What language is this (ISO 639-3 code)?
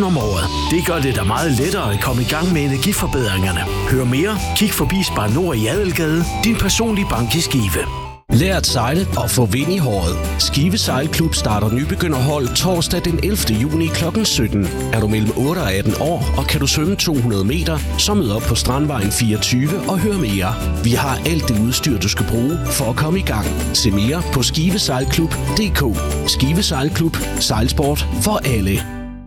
dan